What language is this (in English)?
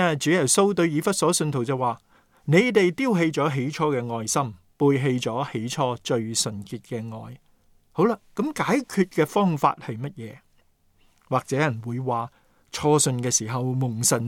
Cantonese